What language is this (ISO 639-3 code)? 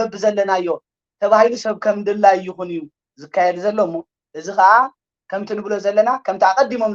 tir